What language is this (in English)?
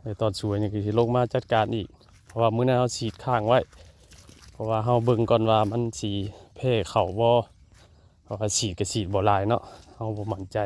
Lao